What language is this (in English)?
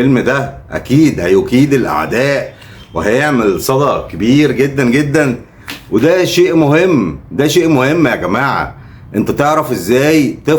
Egyptian Arabic